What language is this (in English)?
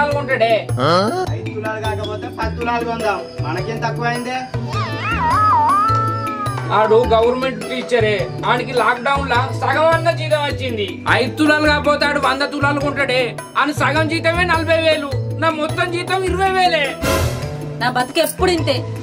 Telugu